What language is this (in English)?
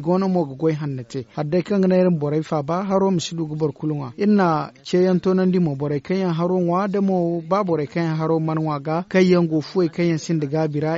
Zarma